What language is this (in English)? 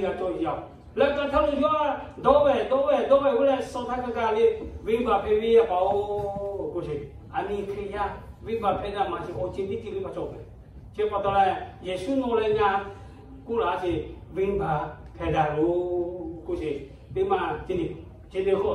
Lahu